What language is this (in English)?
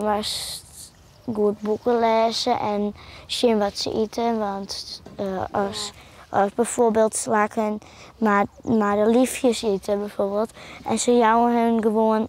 Western Frisian